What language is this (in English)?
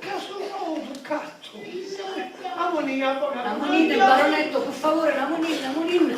Sicilian